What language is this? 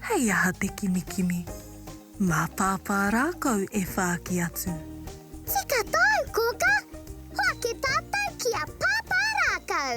Māori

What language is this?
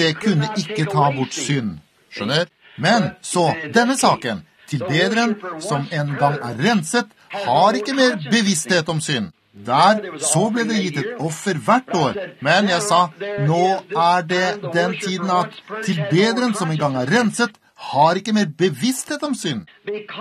Norwegian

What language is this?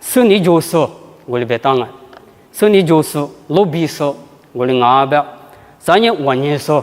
Lisu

